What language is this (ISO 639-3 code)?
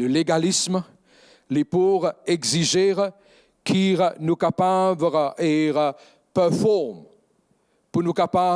mfe